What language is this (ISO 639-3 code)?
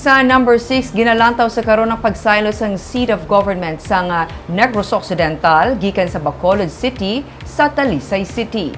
hil